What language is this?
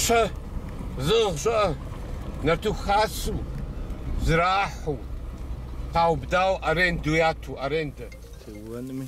Kabardian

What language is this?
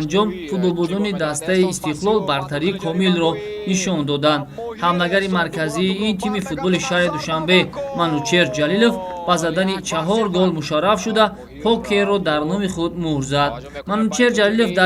Tajik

